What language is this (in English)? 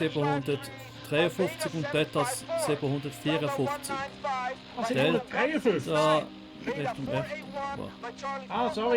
Swiss German